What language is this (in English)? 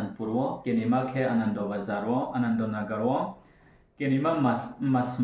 Riang (India)